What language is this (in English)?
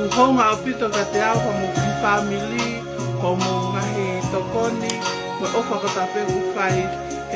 Tongan